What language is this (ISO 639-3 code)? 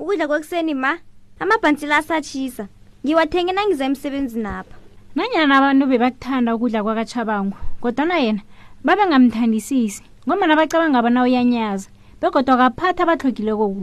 nbl